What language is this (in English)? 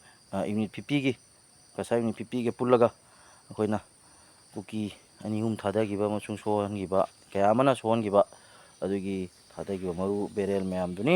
Manipuri